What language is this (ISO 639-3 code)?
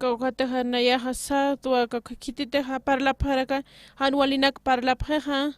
aym